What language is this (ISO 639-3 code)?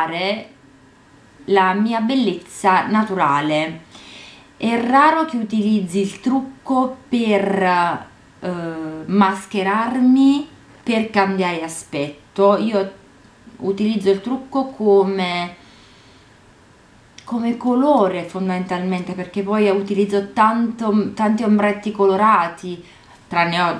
ita